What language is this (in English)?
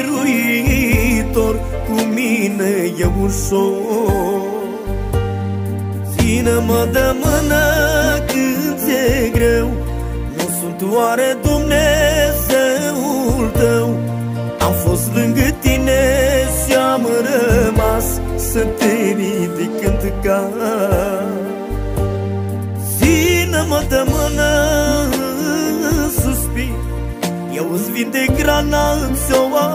Romanian